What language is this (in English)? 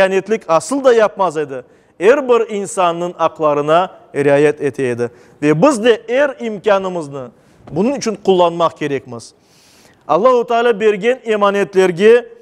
Crimean Tatar